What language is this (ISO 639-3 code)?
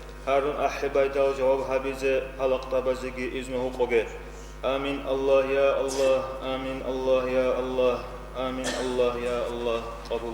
ava